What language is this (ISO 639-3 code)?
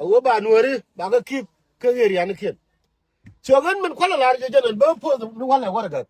nus